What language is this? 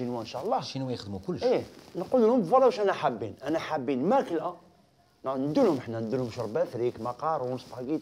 Algerian Arabic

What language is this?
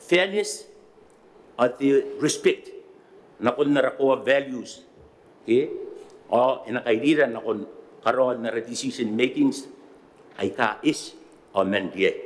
Gilbertese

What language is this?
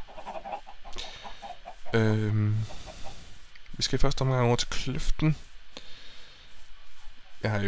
Danish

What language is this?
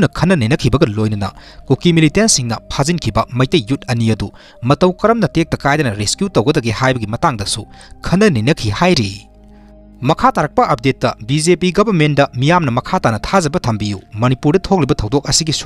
Manipuri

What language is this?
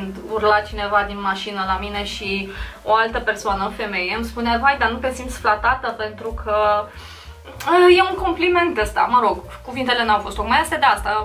Romanian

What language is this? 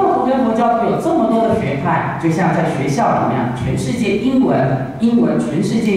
Chinese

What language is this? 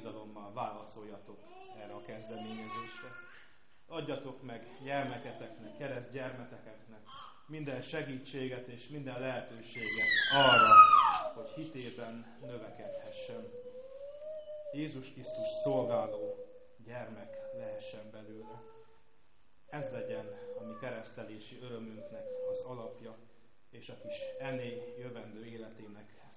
Hungarian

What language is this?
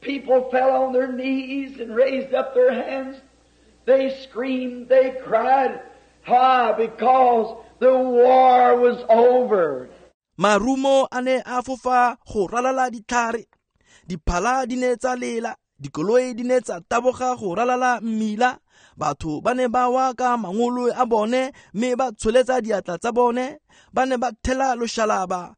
Tswana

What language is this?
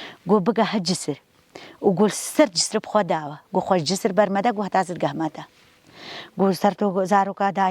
Kurdish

